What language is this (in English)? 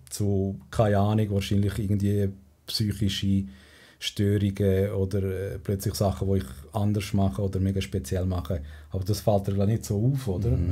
Swiss German